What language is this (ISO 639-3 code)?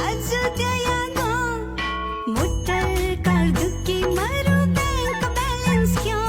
new